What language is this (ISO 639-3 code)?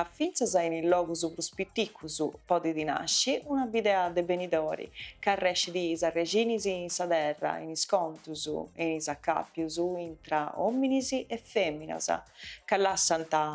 srd